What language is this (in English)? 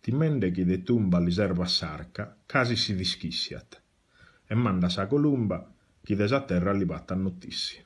Sardinian